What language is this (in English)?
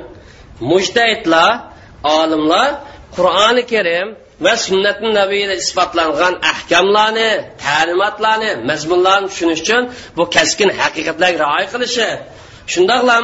Uyghur